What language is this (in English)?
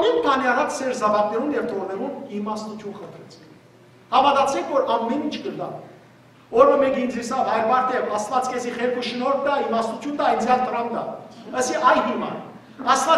Western Armenian